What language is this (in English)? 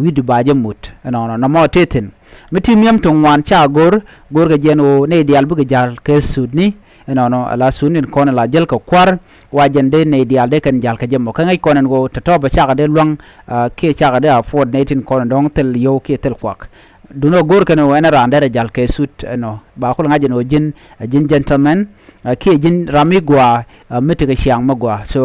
Nuer